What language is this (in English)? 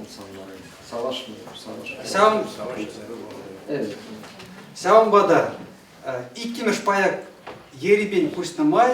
Chuvash